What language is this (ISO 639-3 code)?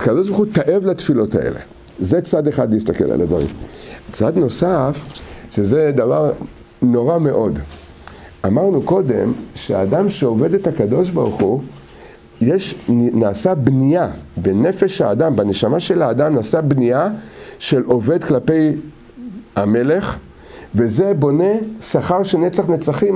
heb